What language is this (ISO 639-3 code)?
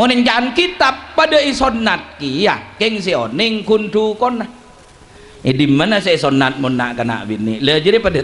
mad